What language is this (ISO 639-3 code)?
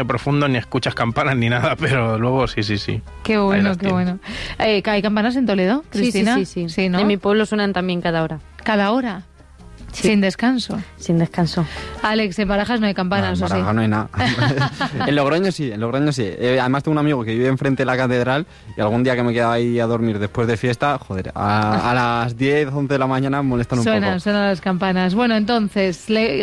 spa